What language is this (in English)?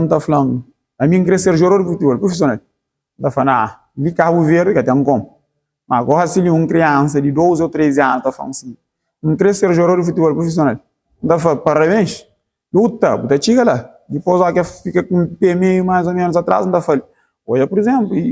Kabuverdianu